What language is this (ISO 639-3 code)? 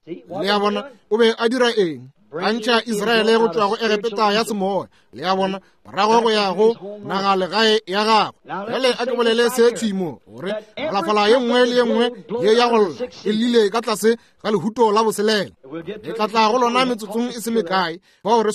nso